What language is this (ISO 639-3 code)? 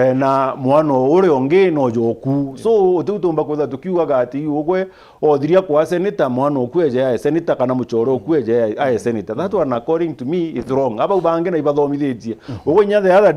mer